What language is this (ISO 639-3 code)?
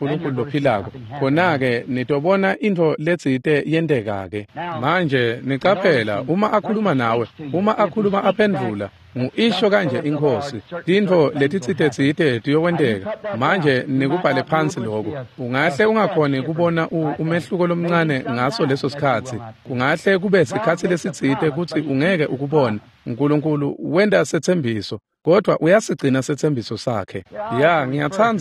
ssw